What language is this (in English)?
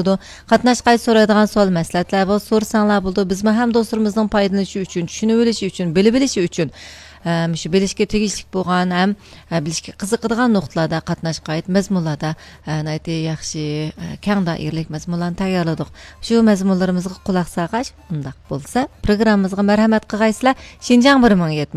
Uyghur